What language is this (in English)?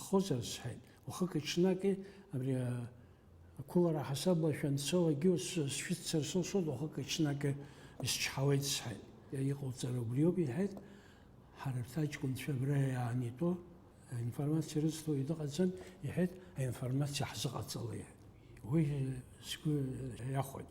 Abkhazian